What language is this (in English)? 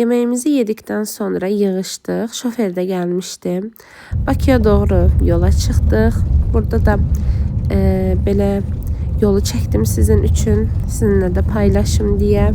Azerbaijani